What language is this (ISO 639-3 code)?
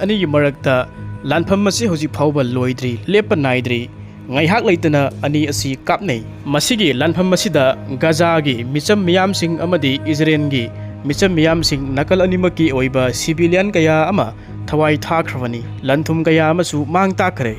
mni